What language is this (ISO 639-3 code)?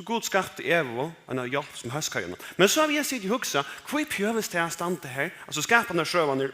fao